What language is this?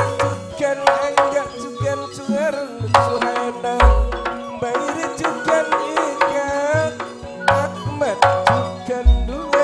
Madurese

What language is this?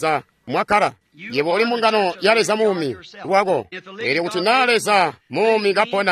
Tonga (Zambia)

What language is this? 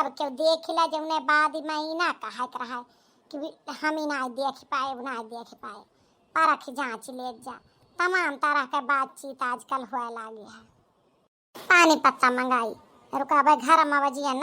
Awadhi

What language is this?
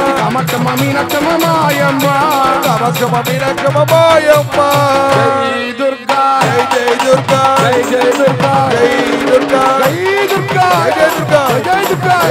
Telugu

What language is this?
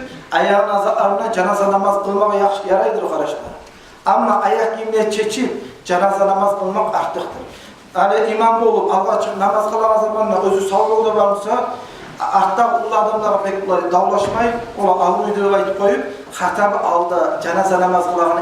Kumyk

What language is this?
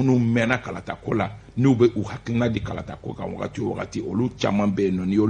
Bambara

